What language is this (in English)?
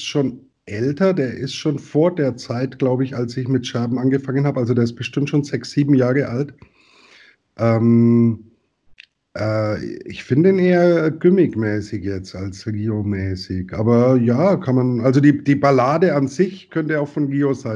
German